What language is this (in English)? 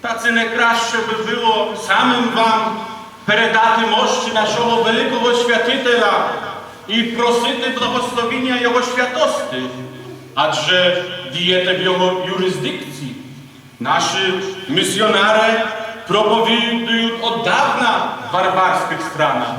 Rusyn